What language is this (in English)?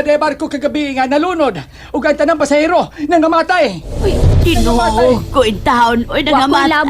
Cebuano